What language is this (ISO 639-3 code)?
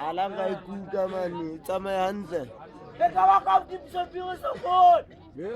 sot